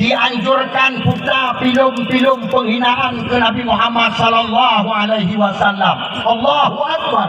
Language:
Achinese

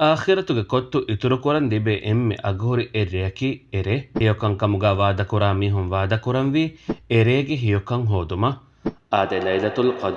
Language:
Divehi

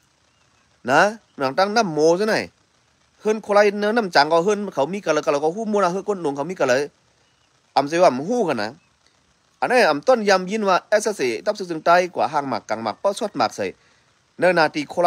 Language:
Shan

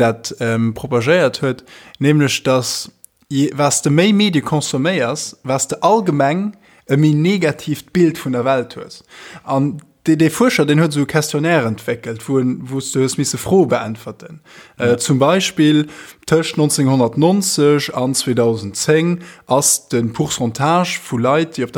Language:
Luxembourgish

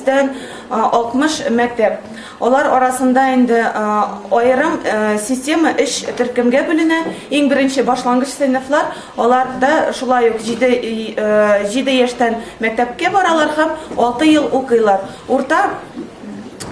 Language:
Tatar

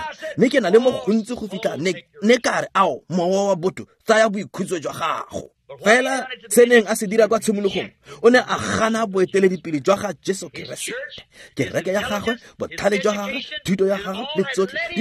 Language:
Tswana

